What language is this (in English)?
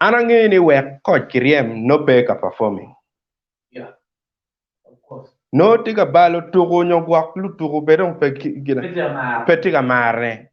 Acoli